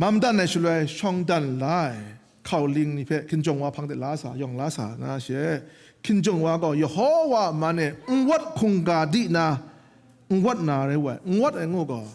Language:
Kachin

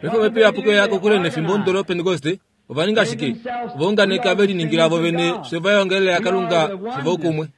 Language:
Kuanyama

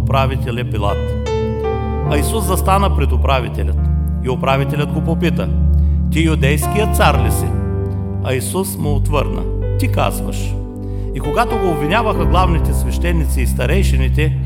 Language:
Bulgarian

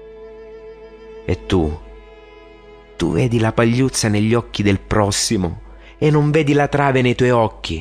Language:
Italian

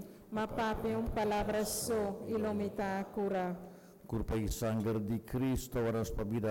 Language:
Papiamento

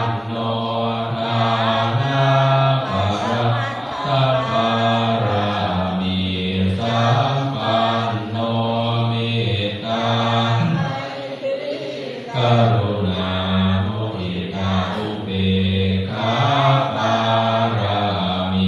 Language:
Pali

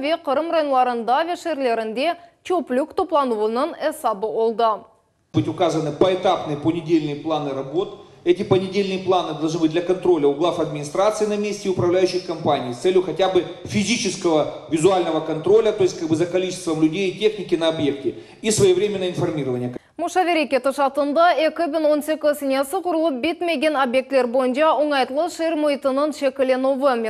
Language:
Crimean Tatar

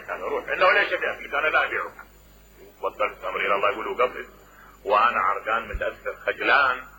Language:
Mesopotamian Arabic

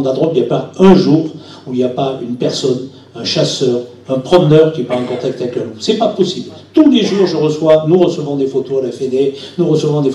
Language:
French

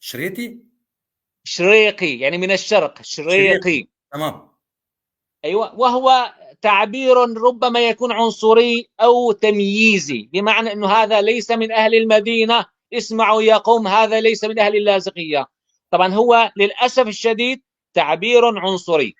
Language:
North Levantine Arabic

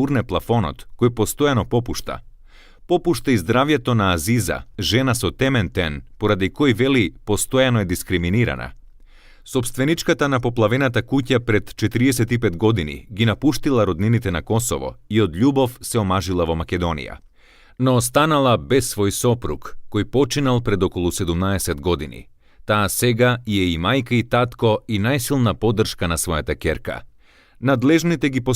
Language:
Macedonian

